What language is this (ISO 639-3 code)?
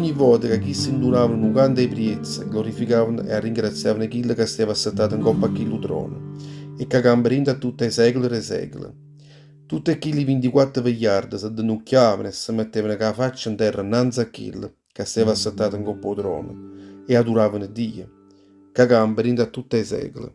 nap